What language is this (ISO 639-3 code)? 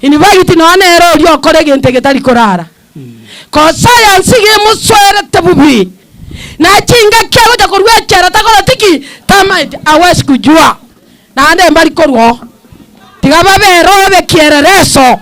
guz